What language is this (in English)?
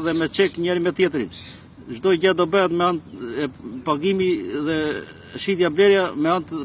Albanian